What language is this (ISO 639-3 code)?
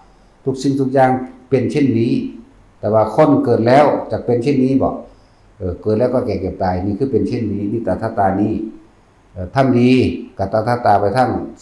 tts